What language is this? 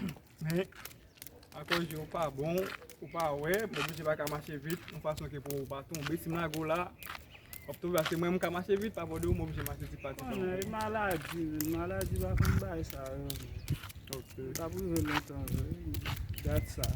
Haitian Creole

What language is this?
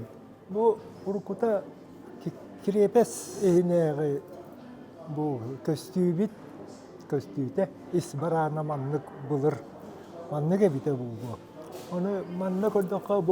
Yakut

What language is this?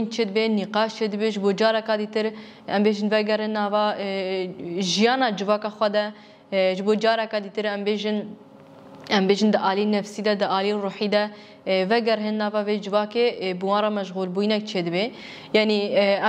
Kurdish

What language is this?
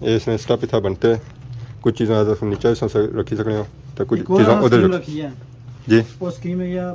Pahari-Potwari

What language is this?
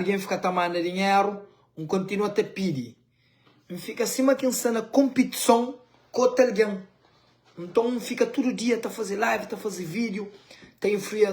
Kabuverdianu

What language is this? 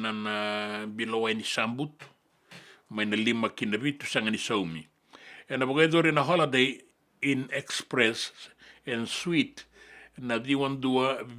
Fijian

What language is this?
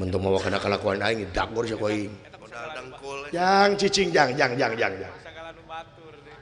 Sundanese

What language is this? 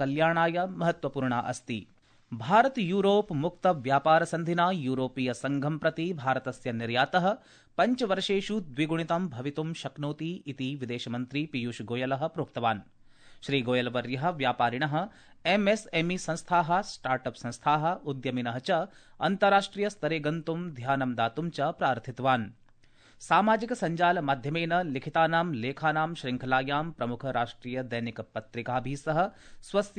Sanskrit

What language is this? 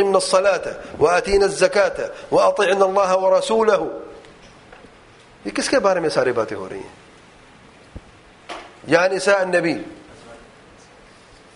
Urdu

